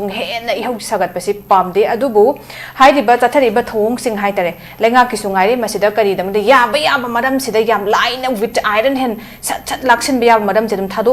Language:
Manipuri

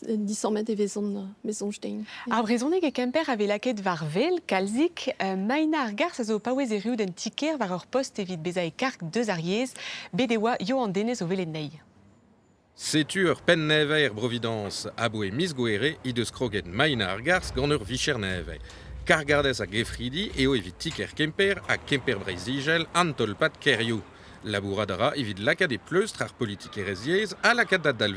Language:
Breton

